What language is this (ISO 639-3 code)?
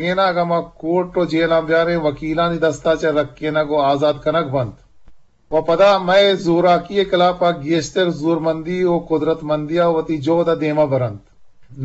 bgp